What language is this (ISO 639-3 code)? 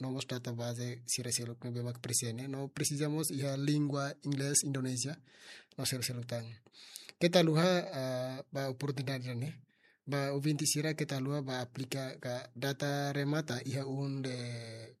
tet